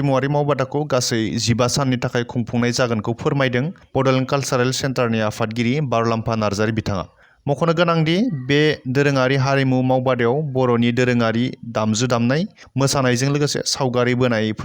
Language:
Bodo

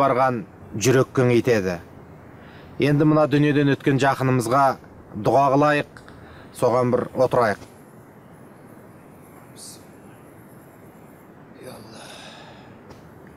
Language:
Kazakh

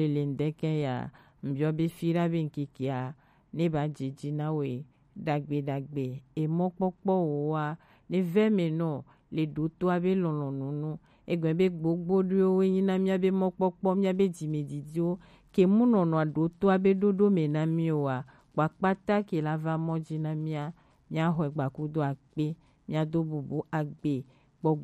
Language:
Gen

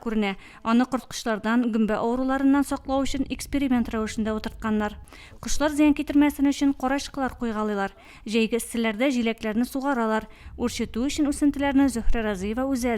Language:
Tatar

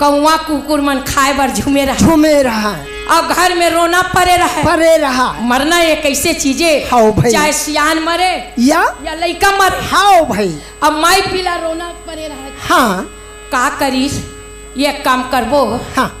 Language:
Chhattisgarhi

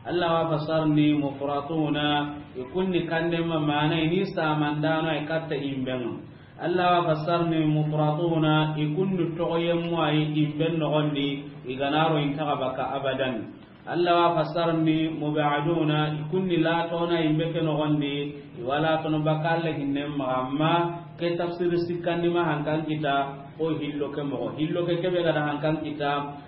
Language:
Soninke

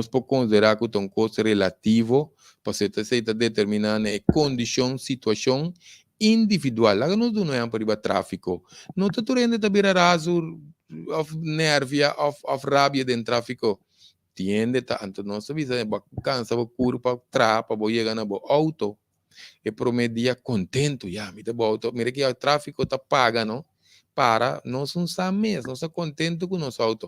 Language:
Papiamento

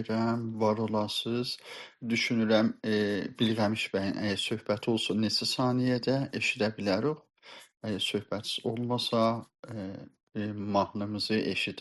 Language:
South Azerbaijani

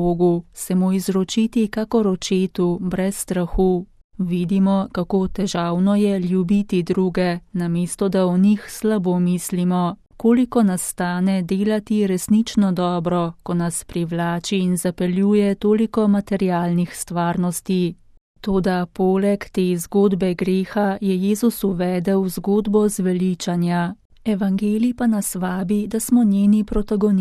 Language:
Slovenian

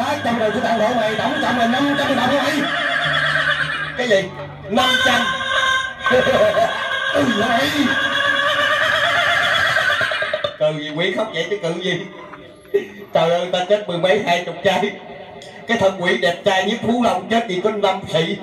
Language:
Vietnamese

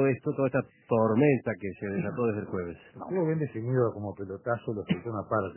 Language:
Spanish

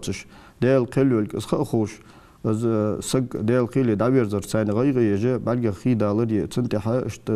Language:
Ingush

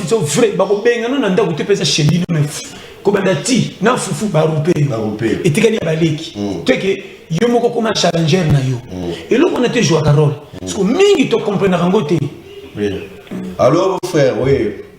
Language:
Lingala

